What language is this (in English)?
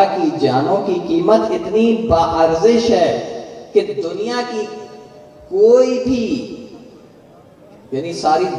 Urdu